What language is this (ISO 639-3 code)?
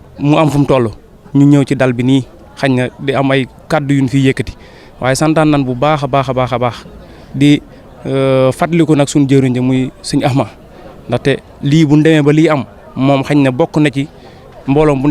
wol